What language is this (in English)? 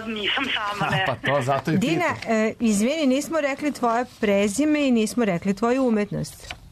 Serbian